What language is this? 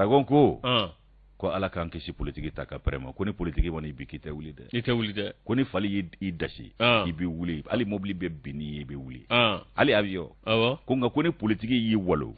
Bambara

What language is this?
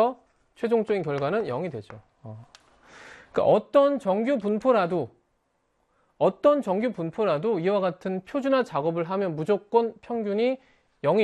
Korean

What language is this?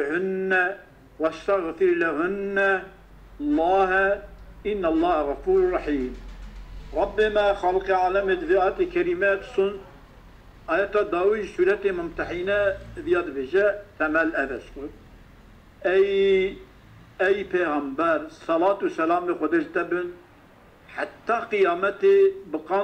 Kurdish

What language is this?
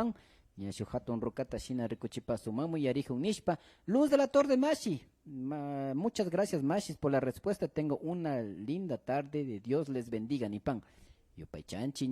Imbabura Highland Quichua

